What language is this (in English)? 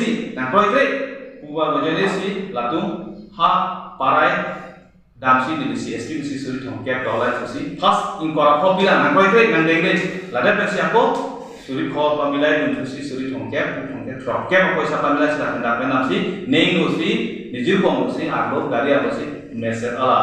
Karbi